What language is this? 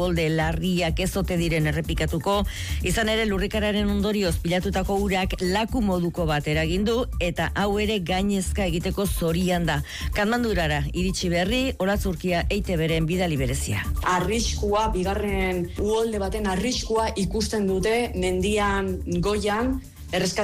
Basque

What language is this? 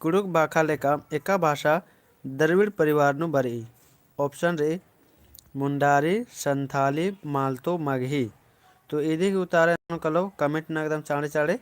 Kurukh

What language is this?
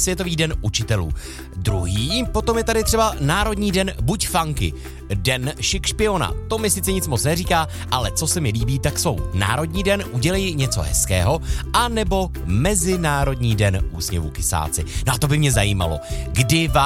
Czech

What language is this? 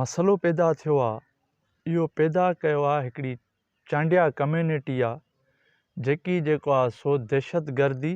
Sindhi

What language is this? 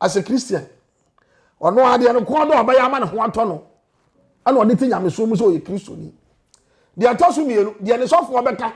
Akan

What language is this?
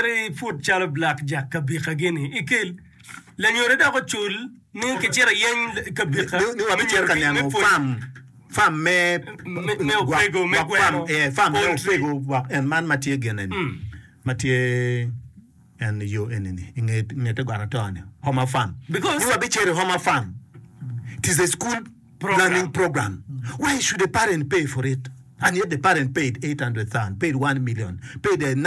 Acoli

